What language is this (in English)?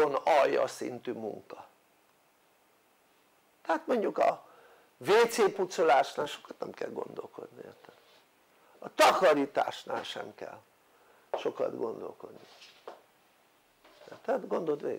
Hungarian